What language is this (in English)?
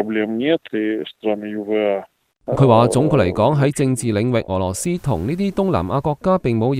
Cantonese